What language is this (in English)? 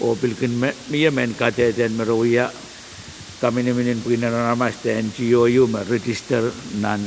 Pohnpeian